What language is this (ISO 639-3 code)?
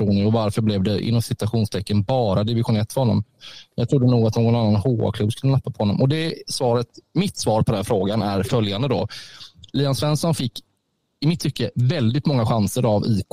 swe